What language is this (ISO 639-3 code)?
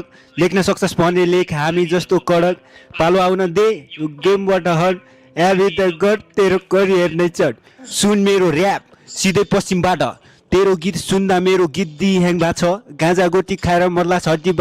nep